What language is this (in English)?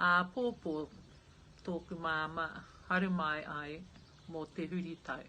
Māori